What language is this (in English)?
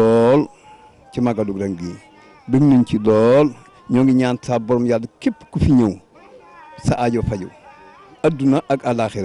Wolof